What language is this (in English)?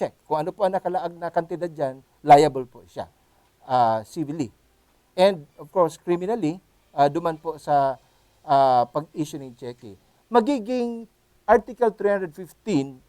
Bikol